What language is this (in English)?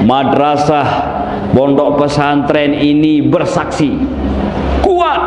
Sasak